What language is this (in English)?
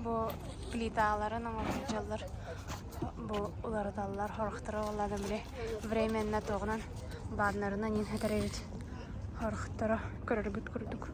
Yakut